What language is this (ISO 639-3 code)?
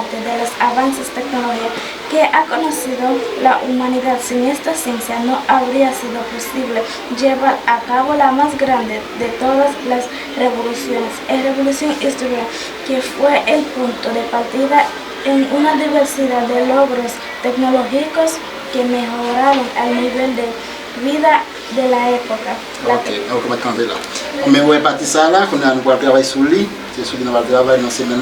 hat